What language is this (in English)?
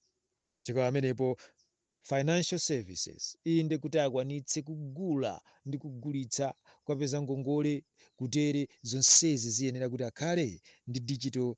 Nyanja